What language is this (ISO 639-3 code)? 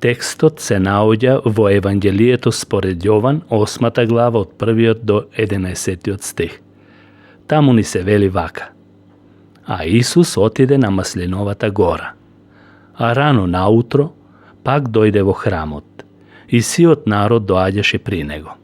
mkd